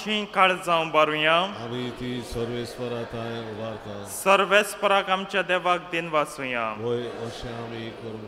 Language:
Konkani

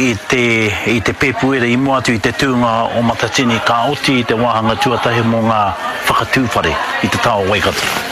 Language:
Māori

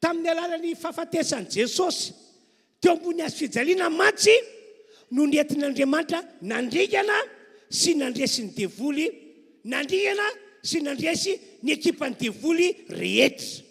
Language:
Malagasy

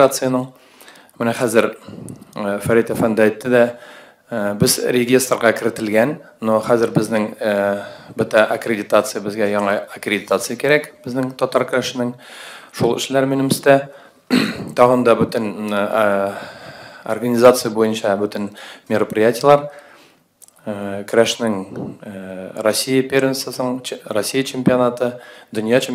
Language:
Tatar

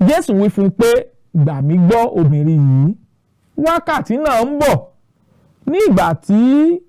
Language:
Yoruba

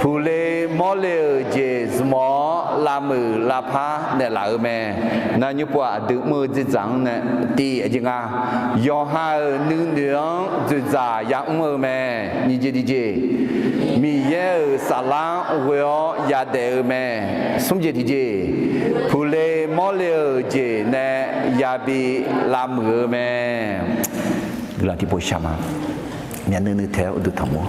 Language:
Akha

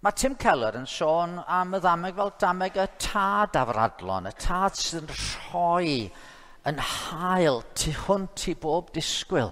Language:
Welsh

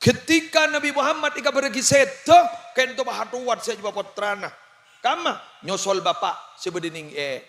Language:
Madurese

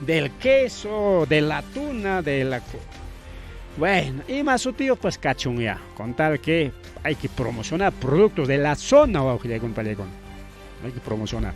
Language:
Ayacucho Quechua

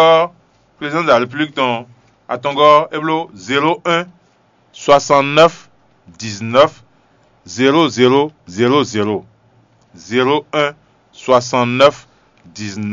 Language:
Fon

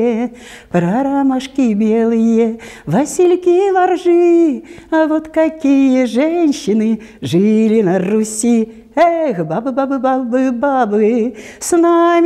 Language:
Russian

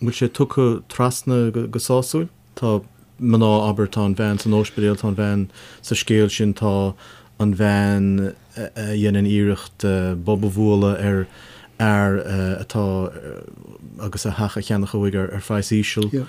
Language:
Irish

